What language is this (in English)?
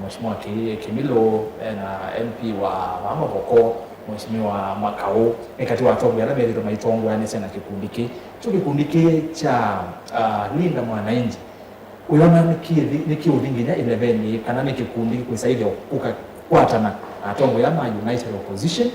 Kamba